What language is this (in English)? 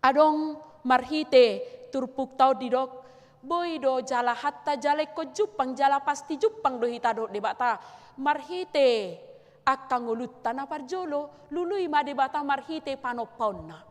Batak Toba